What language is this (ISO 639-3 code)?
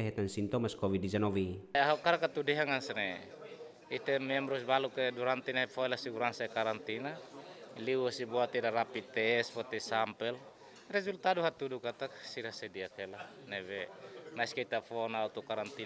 tet